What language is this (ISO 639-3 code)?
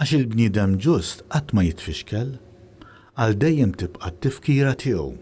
mlt